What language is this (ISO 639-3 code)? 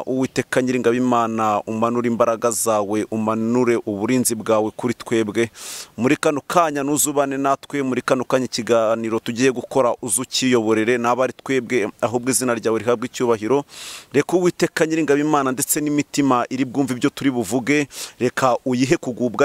kin